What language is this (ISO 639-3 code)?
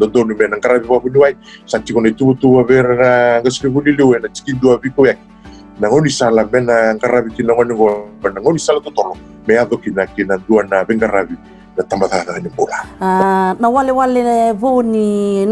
fij